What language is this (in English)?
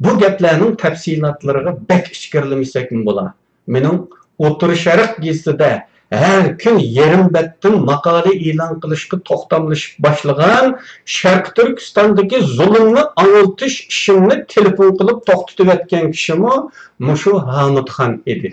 Uyghur